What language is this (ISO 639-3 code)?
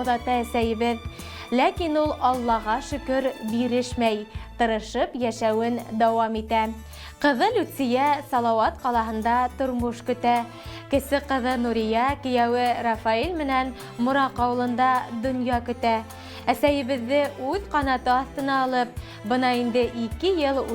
bak